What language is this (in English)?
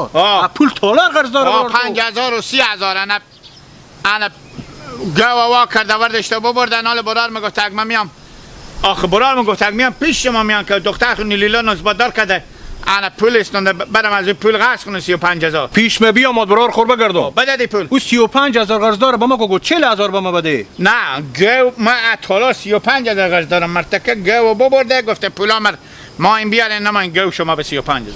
Hazaragi